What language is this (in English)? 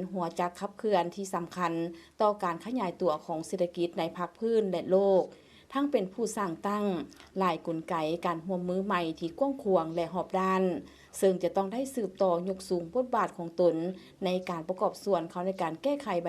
Lao